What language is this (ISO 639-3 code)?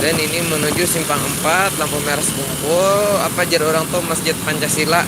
bjn